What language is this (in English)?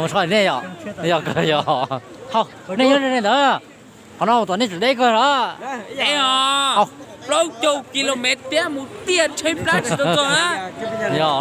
Hmong